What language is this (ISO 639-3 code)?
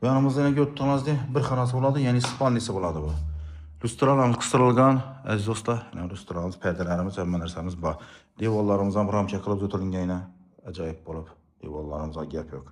uzb